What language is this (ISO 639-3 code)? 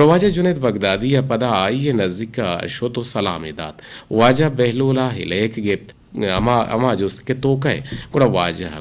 bgp